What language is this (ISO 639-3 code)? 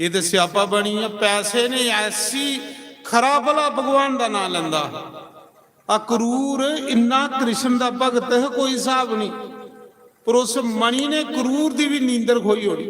doi